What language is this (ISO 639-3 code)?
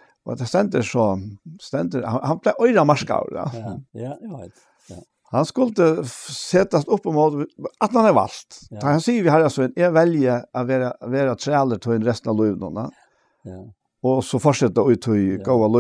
fao